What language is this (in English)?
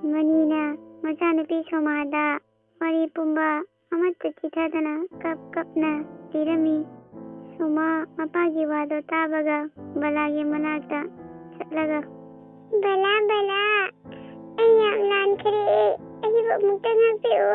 Manipuri